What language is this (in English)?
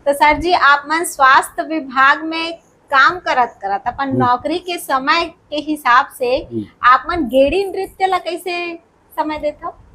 Chhattisgarhi